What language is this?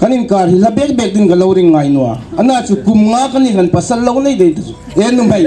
Hmar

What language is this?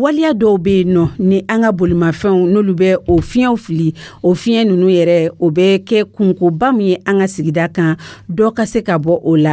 Dyula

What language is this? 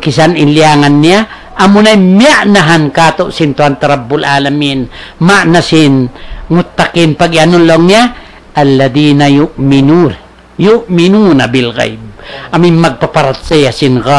Tausug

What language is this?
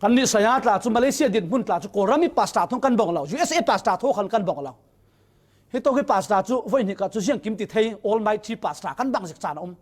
Falam Chin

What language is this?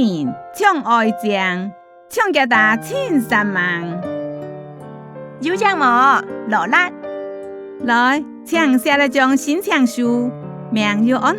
Hakka Chinese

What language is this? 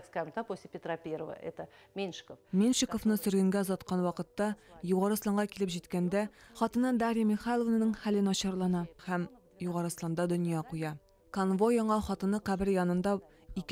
Tatar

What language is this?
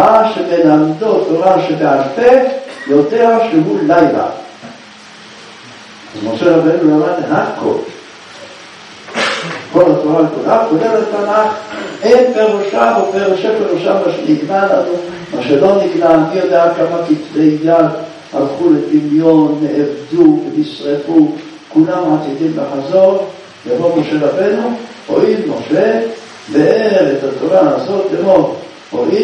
Hebrew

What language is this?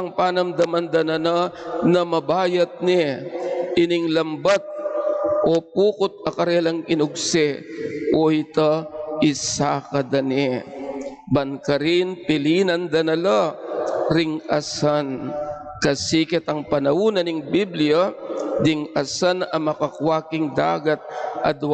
Pampanga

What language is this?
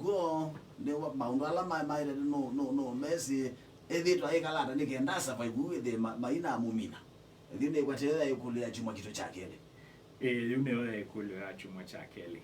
Kamba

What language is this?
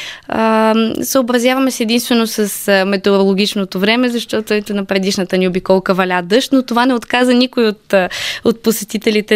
Bulgarian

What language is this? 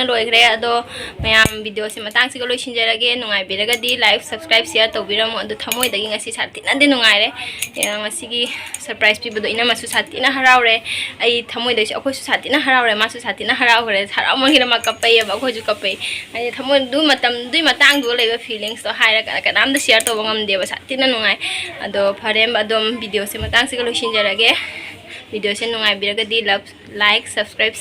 Manipuri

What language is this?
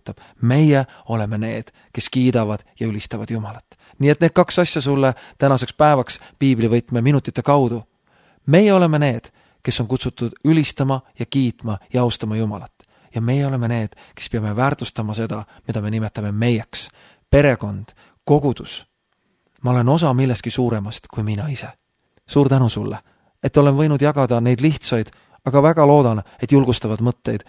Estonian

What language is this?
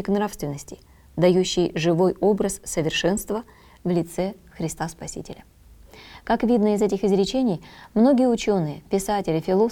Russian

